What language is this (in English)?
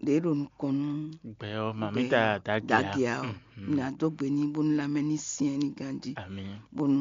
Fon